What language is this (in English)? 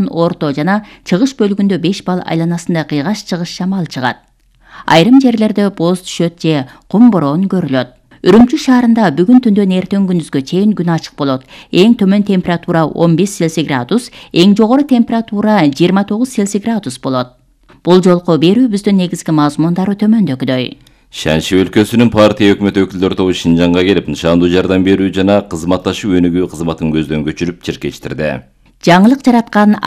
Kyrgyz